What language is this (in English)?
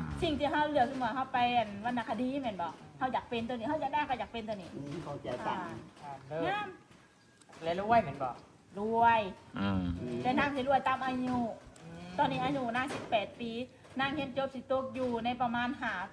Northeastern Thai